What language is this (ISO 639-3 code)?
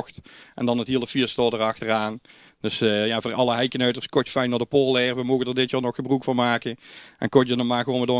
lim